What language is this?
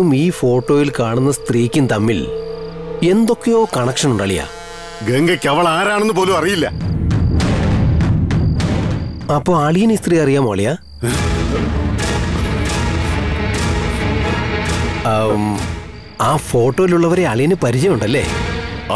Malayalam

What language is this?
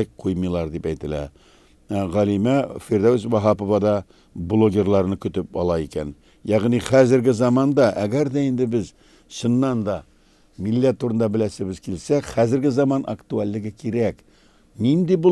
Tatar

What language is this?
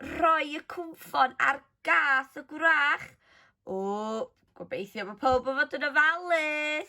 Welsh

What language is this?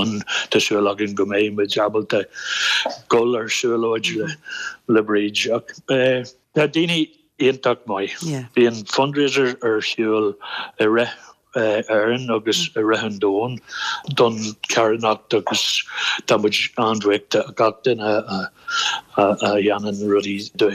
Irish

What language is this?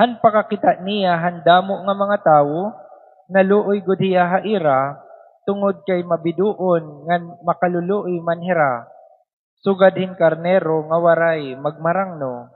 Waray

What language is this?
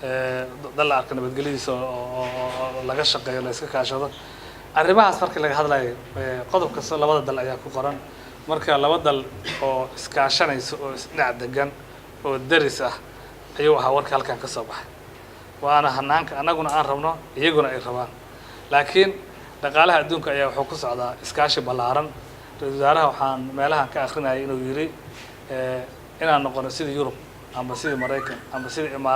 Somali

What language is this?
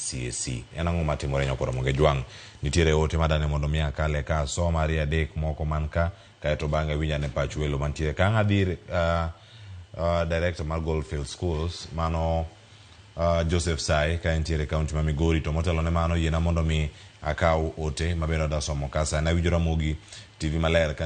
Luo (Kenya and Tanzania)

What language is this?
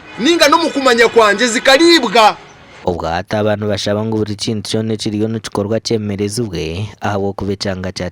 Nyankole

